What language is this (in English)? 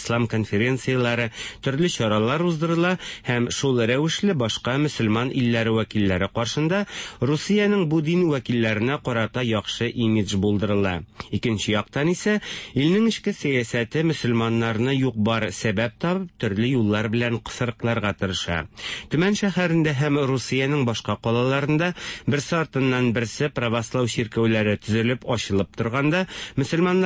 Tatar